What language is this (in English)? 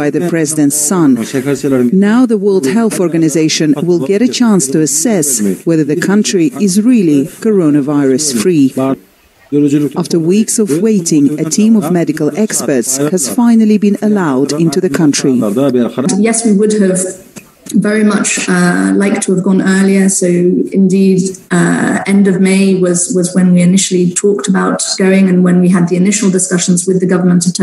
English